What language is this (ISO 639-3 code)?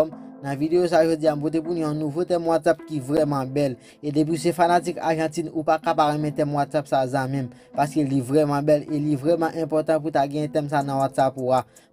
hat